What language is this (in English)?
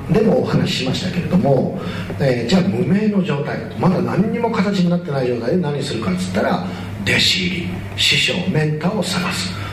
Japanese